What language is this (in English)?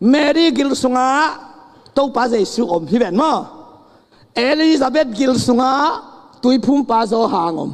Tedim Chin